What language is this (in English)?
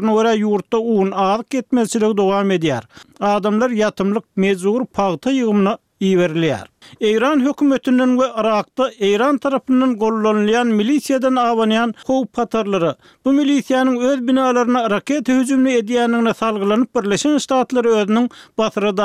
Turkmen